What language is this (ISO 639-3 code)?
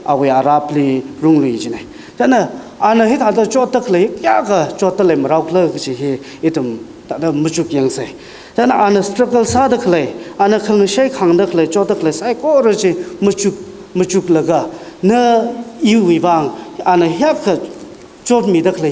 nmf